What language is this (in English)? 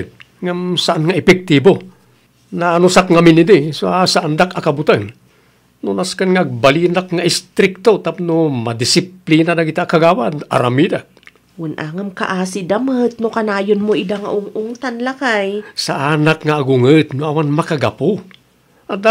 Iloko